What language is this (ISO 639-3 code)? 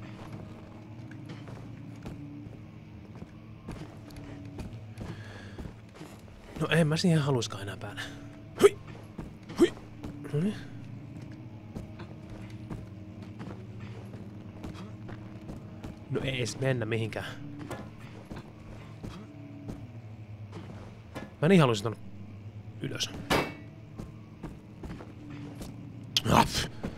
fin